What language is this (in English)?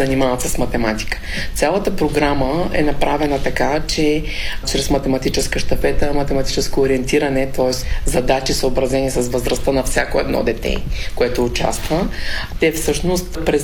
Bulgarian